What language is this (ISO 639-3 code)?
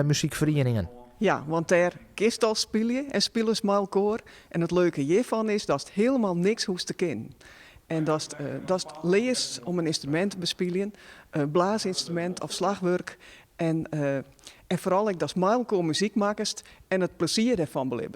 fry